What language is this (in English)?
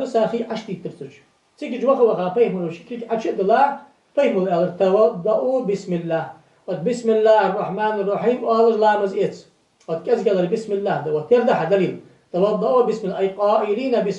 Ingush